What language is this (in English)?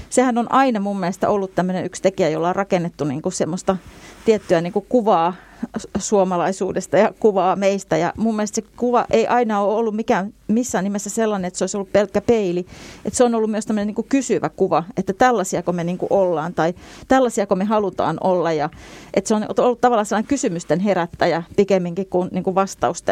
Finnish